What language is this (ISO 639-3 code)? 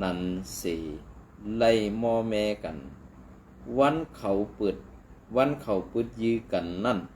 shn